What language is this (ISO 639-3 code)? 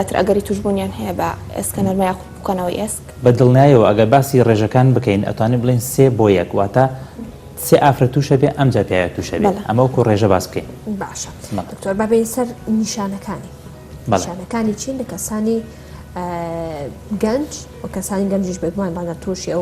ckb